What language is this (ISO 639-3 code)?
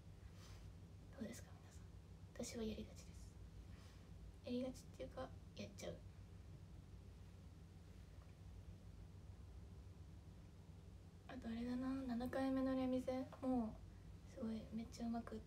jpn